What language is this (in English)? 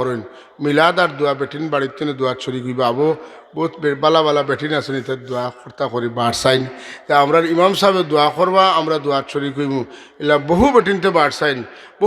Sylheti